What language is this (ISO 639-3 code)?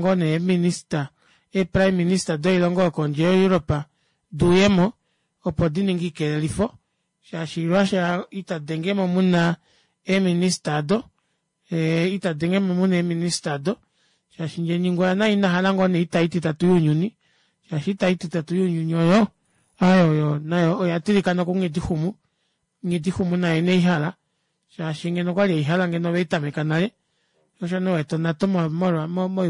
kua